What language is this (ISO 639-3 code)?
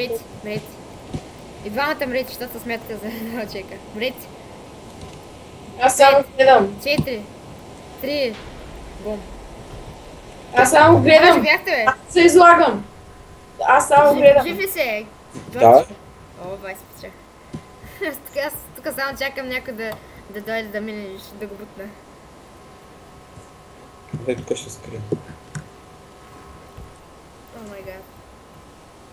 bul